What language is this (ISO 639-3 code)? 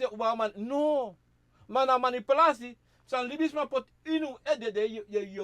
srn